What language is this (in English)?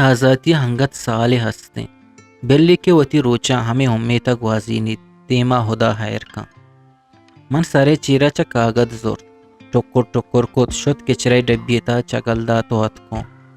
Eastern Balochi